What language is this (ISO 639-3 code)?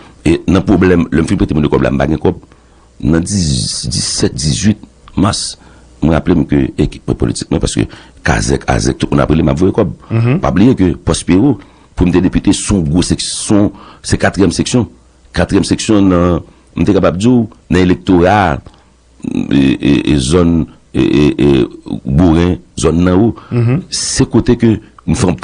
hat